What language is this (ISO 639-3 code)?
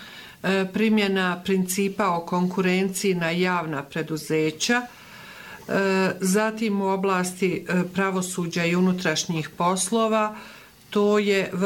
bos